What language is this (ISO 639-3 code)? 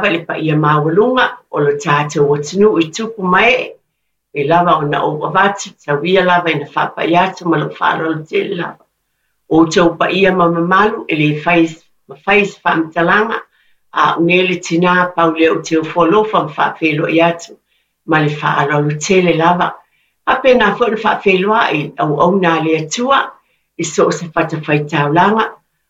smo